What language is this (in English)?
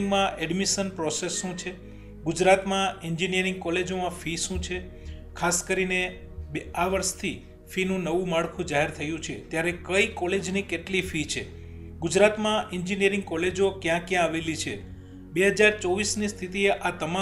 Gujarati